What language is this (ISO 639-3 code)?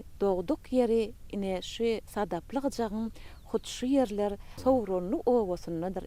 tuk